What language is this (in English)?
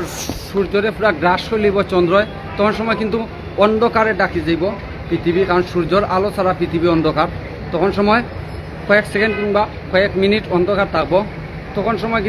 Sylheti